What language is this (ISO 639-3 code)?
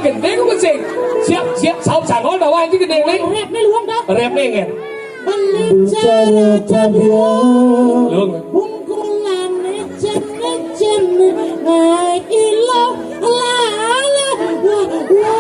ban